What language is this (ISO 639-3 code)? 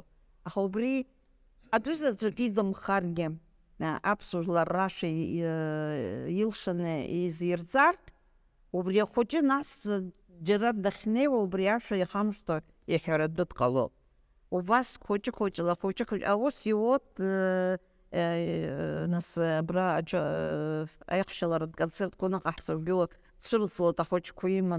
abk